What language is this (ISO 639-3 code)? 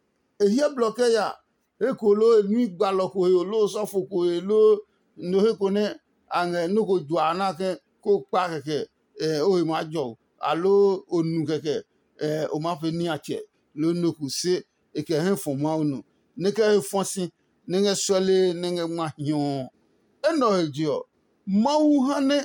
ada